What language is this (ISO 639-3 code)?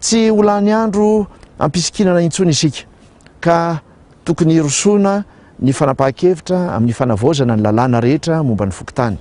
mlg